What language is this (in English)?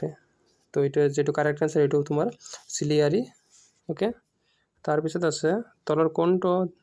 Assamese